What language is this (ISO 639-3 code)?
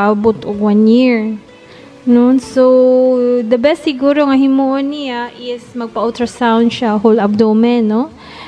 ceb